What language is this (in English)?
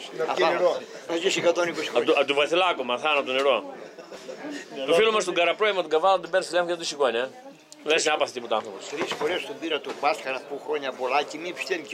Greek